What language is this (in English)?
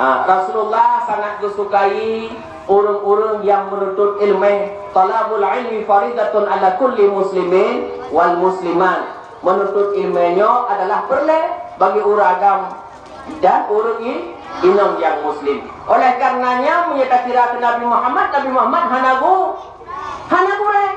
Achinese